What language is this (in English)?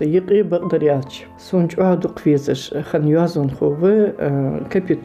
Ingush